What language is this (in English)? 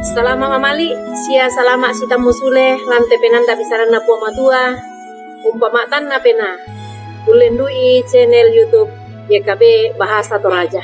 Toraja-Sa'dan